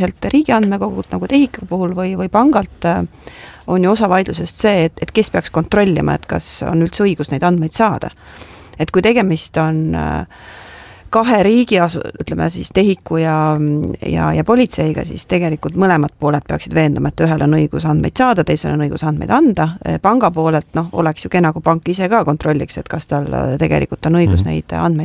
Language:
Estonian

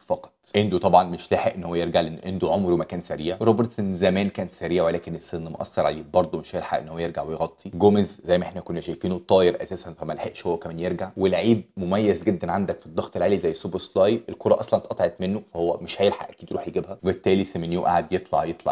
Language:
Egyptian Arabic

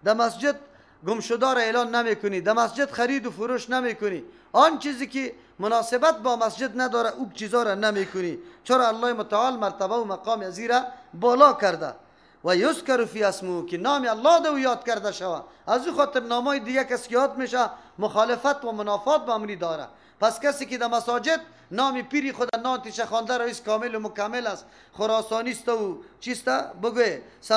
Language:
Persian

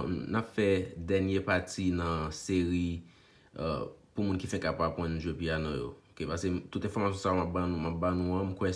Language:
Haitian Creole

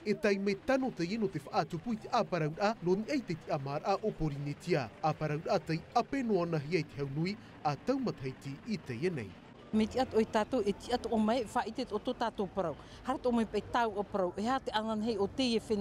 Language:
Tahitian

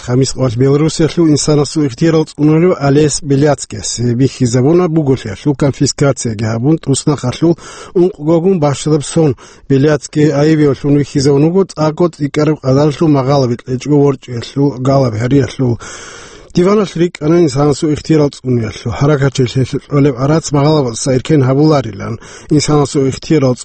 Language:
Avaric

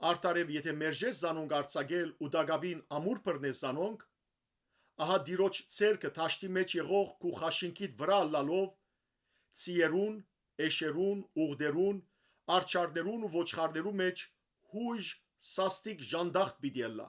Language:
Western Armenian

